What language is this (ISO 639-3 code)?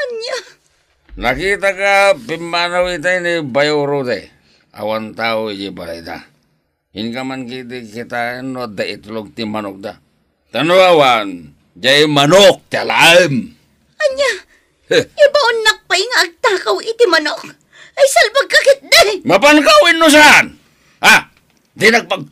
ilo